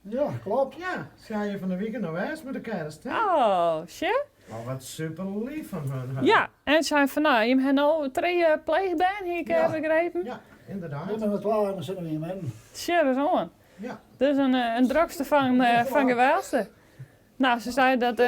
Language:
Western Frisian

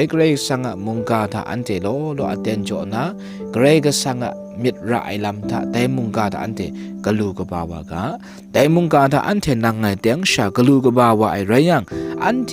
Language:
Kachin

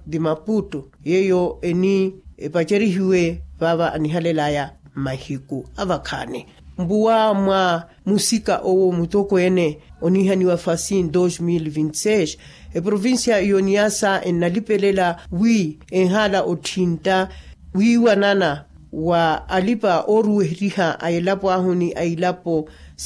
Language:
Makhuwa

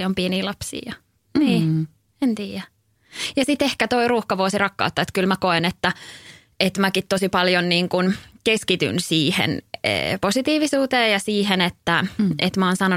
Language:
Finnish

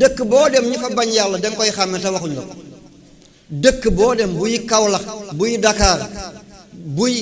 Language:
Wolof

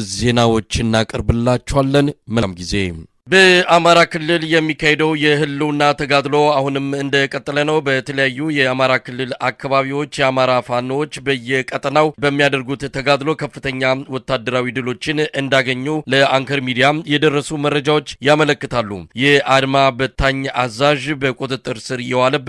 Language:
Amharic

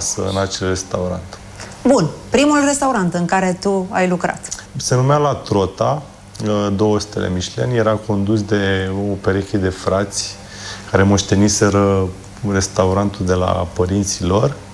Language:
Romanian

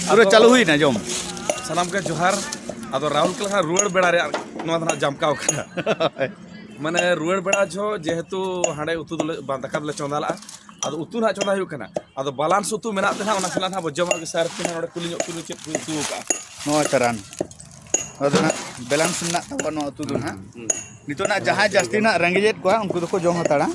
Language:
Santali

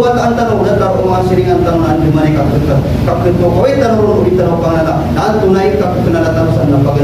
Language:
Maranao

